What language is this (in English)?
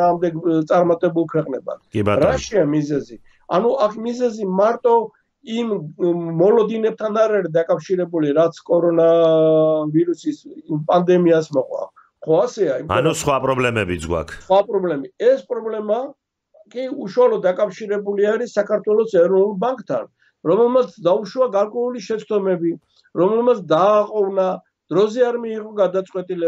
Georgian